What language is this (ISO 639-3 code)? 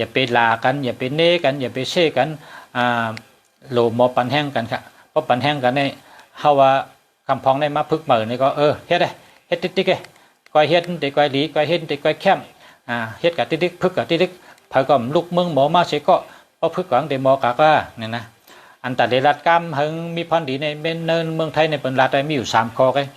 shn